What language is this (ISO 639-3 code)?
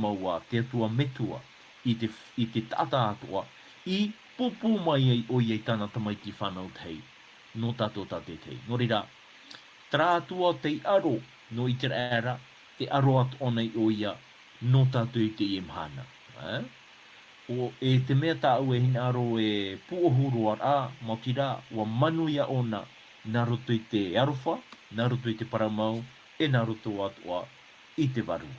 tah